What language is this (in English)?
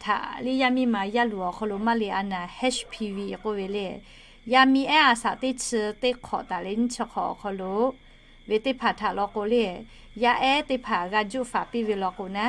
Lahu